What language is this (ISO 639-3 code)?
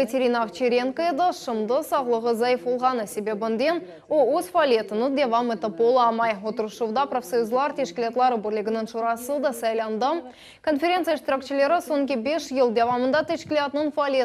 crh